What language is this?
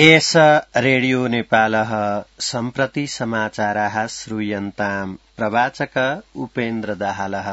Sanskrit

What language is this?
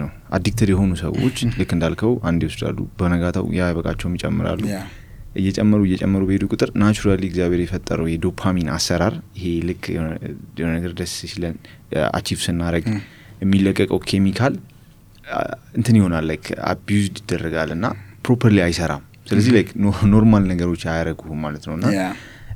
Amharic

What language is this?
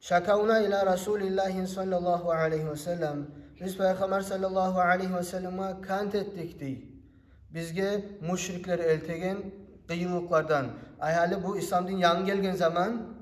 Kumyk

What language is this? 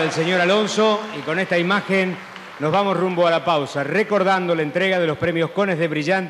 Spanish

